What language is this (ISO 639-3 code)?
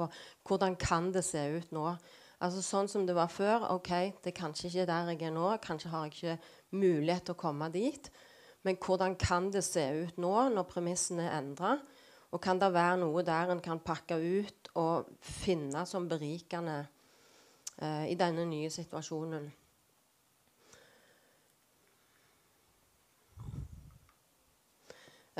nor